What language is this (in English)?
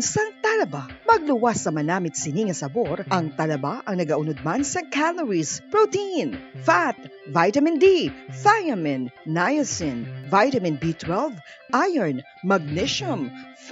Hiligaynon